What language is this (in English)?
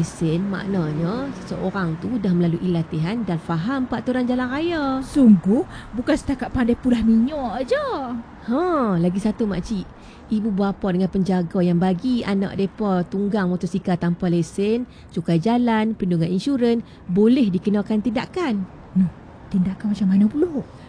Malay